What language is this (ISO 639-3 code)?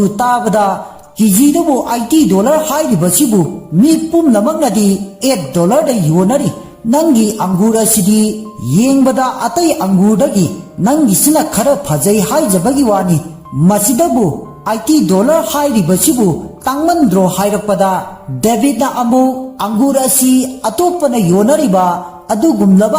mni